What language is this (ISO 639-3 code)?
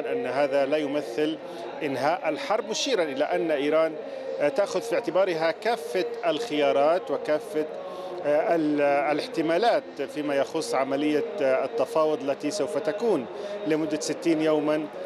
ara